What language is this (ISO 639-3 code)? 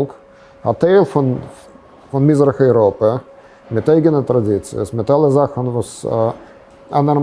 yid